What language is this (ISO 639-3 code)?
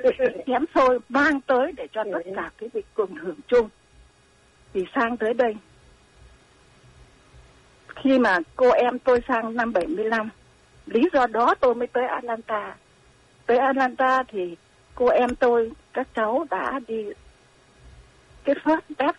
vie